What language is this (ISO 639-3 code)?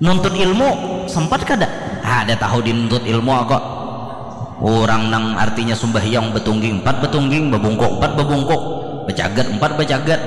bjn